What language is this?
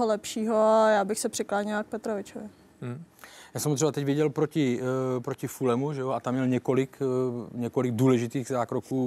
Czech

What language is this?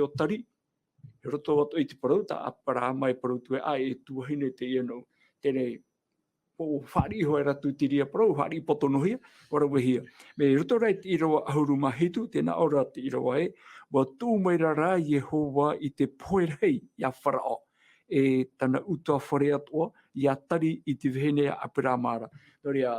Tahitian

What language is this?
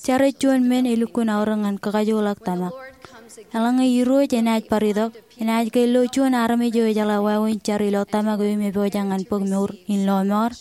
Marshallese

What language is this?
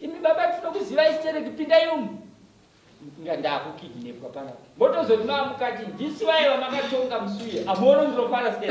Shona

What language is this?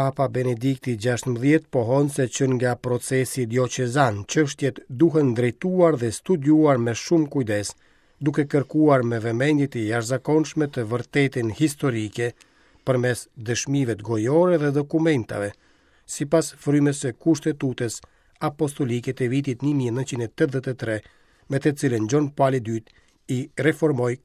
Albanian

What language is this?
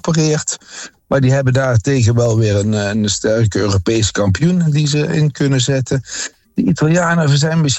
Dutch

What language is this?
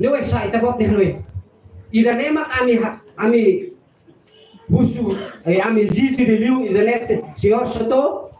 Tetum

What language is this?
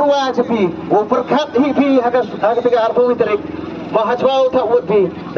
Khasi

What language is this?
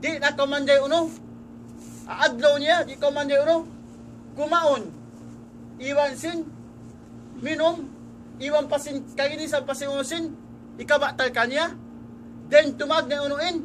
Tausug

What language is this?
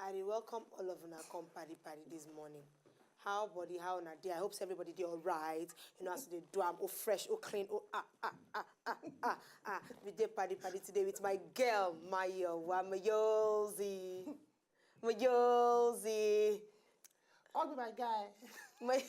Nigerian Pidgin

